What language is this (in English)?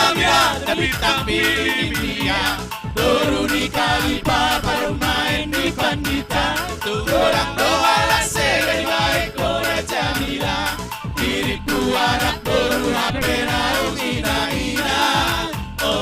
Batak Simalungun